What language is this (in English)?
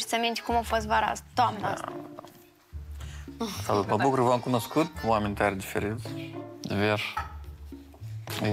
Romanian